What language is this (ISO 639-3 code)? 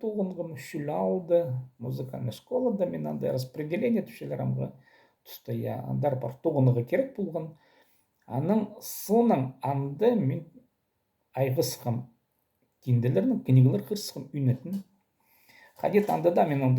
kjh